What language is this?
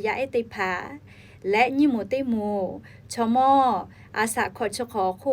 Lahu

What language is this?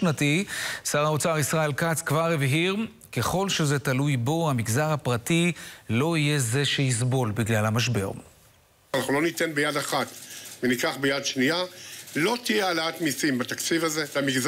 Hebrew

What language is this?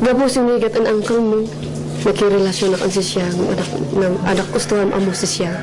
Kankanaey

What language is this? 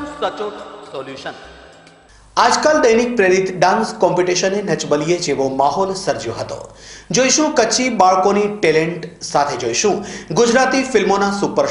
Gujarati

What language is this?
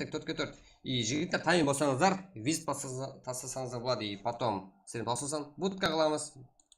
Kara-Kalpak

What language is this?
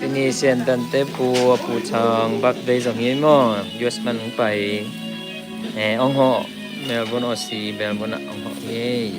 Tedim Chin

